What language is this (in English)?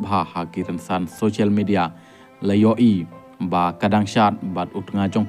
Khasi